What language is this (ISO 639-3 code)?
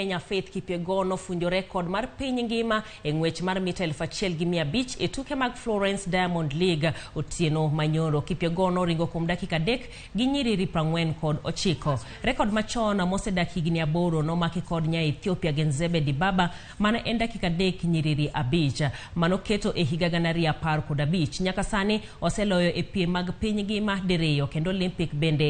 luo